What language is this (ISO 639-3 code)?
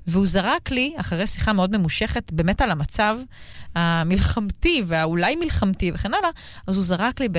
heb